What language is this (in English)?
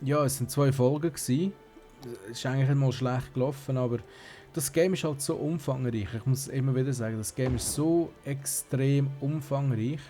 Swiss German